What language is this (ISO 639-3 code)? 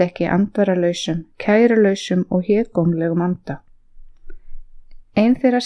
isl